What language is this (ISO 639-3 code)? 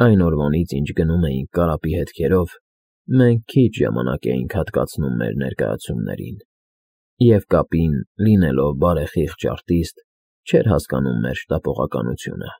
hye